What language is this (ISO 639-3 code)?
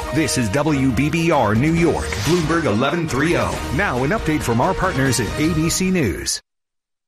eng